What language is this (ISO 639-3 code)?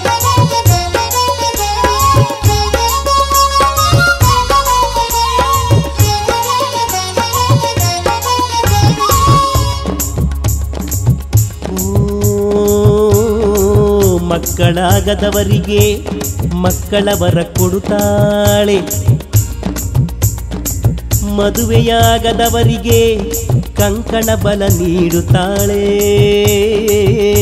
kan